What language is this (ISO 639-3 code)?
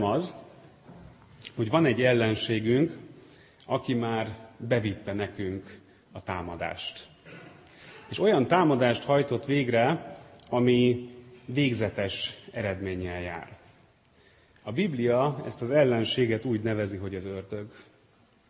hun